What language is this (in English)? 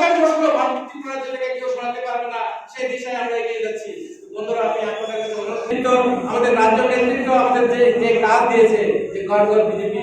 Kok Borok